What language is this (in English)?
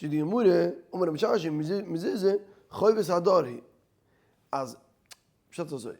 Yiddish